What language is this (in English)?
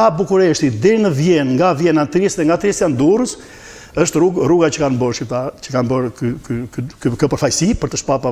Albanian